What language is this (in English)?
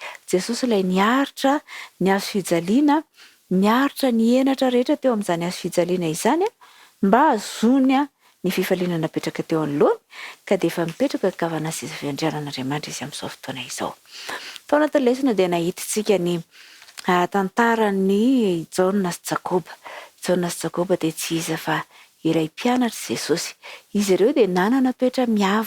Malagasy